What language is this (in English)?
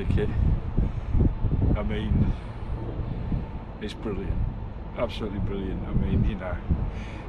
English